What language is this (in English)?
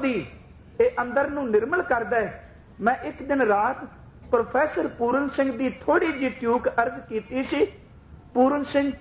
Punjabi